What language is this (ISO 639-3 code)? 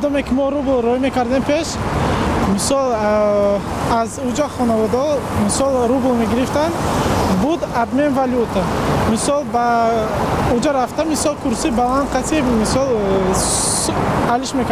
tgk